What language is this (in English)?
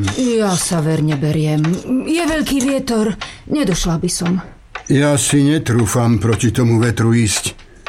Slovak